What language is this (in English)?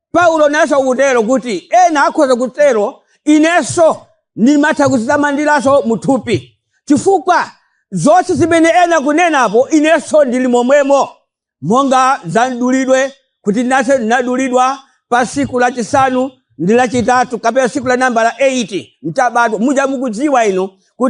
Nyanja